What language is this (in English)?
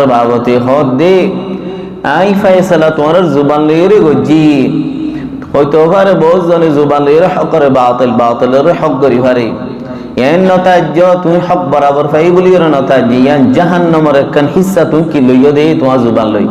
Rohingya